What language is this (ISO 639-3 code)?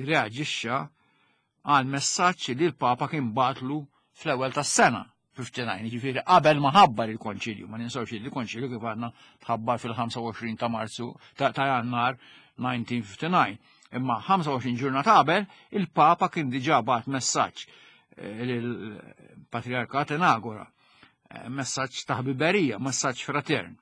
mlt